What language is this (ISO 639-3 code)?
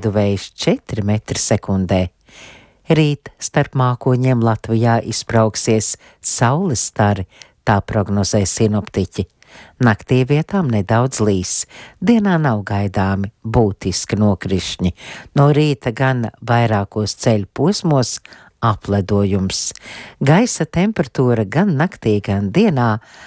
lav